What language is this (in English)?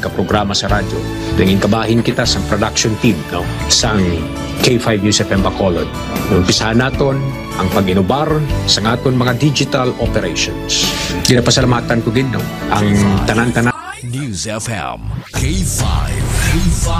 Hiligaynon